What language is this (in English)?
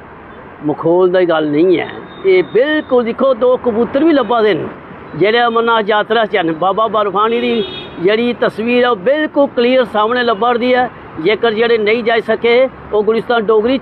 Dogri